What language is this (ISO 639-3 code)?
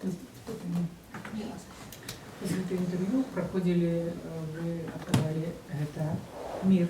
bel